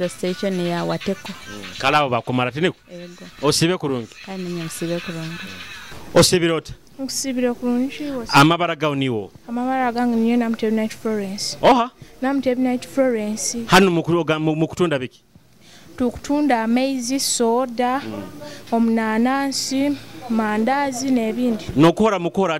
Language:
Nyoro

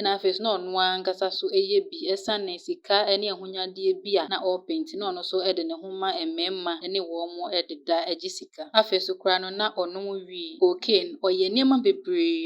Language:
Akan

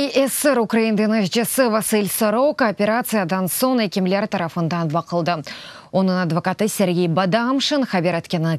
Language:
Crimean Tatar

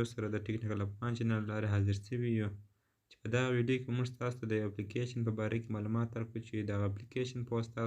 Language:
Pashto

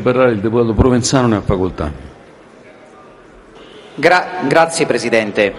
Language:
Italian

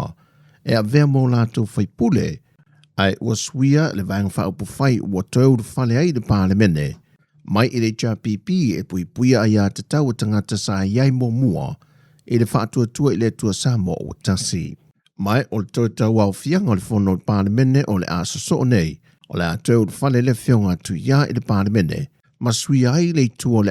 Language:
Samoan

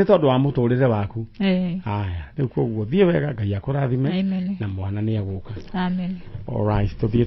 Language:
Kikuyu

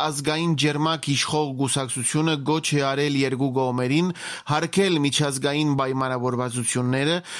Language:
Armenian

